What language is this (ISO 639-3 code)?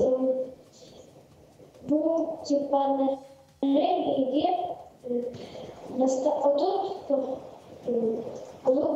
sah